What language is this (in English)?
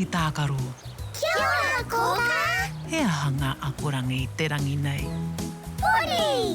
Māori